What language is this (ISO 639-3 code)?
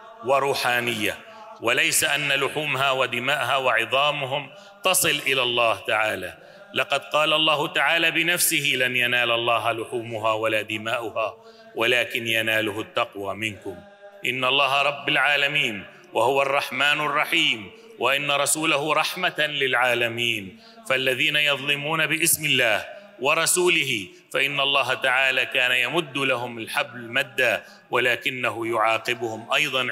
ara